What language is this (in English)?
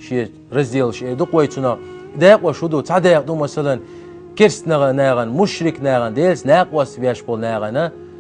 Chechen